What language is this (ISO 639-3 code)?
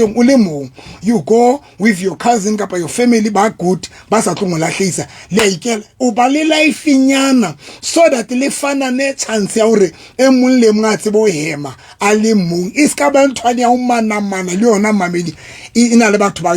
sot